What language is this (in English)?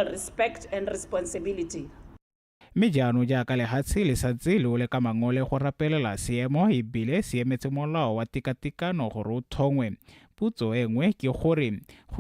Tswana